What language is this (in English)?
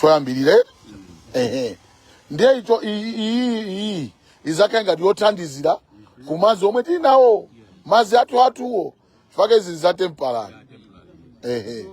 Nyanja